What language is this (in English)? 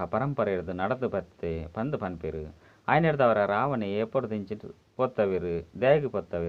Tulu